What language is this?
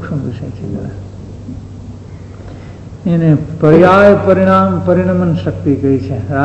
Gujarati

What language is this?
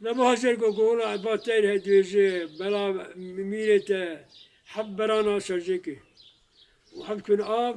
Kurdish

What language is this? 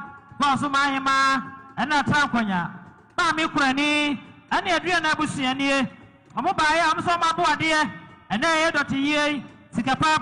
Akan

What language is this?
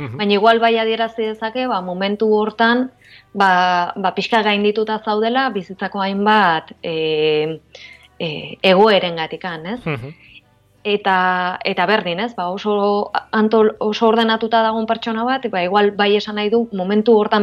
Basque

